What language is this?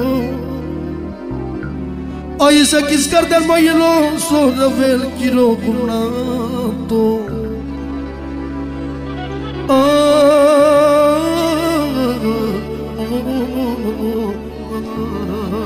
Romanian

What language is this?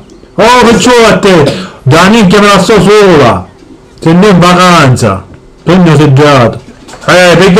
Sicilian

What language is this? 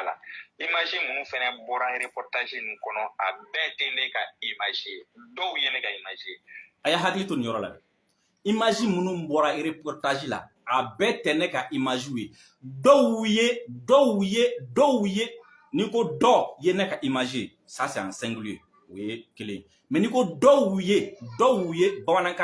Bambara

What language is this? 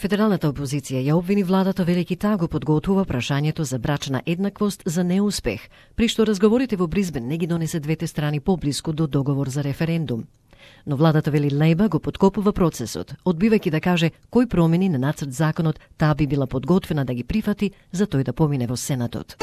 Macedonian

